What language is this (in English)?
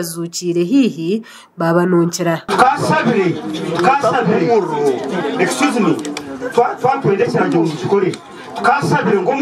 Nyankole